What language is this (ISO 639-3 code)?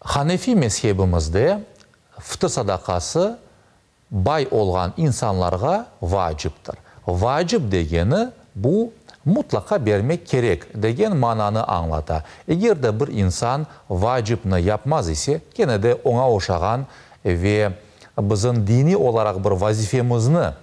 crh